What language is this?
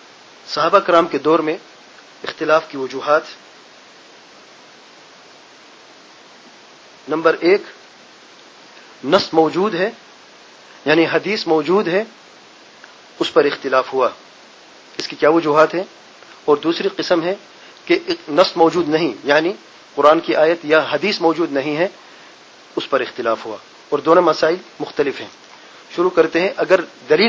Urdu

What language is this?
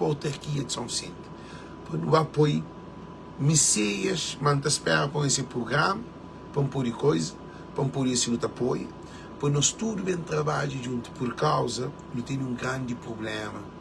Kabuverdianu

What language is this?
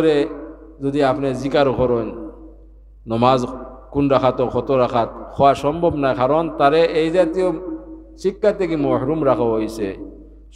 Sylheti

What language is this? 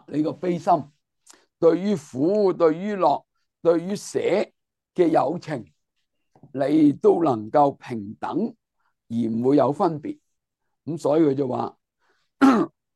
Cantonese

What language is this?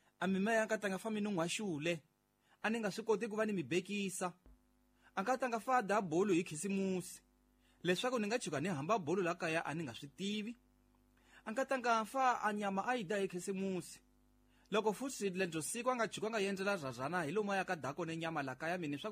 Tsonga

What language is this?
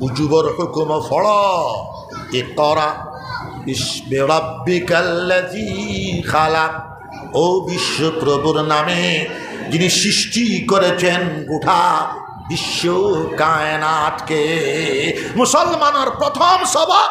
Sylheti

